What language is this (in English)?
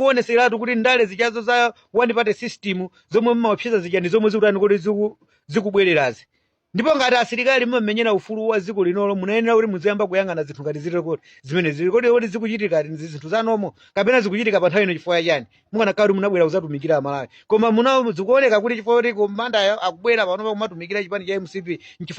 Nyanja